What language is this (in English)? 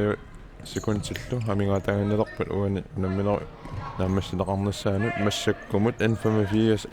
Kalaallisut